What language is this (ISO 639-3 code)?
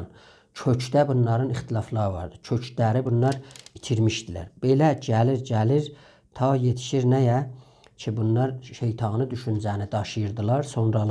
azb